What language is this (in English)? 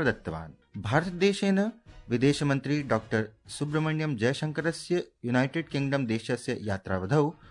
Sanskrit